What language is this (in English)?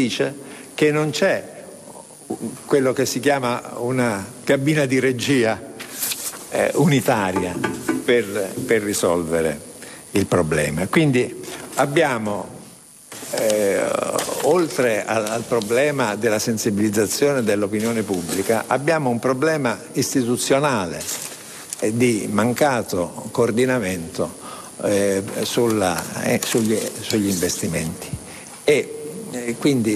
Italian